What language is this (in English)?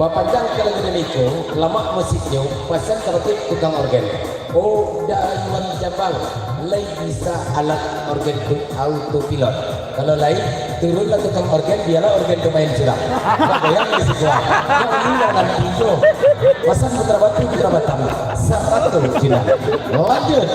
Minangkabau